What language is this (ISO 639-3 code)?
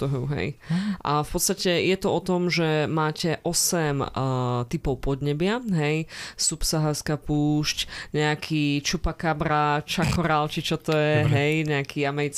slk